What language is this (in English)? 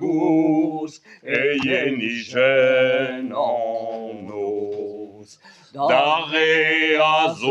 Breton